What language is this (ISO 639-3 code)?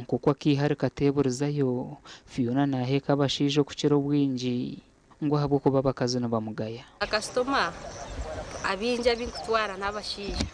nyn